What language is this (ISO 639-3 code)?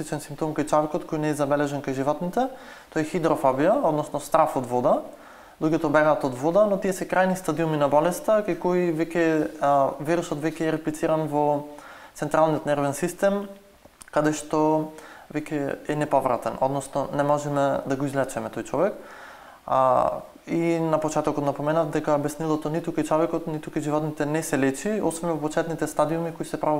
mkd